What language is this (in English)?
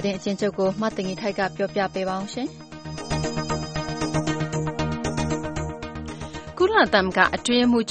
Burmese